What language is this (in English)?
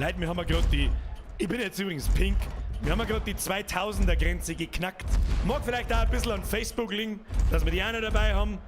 Bavarian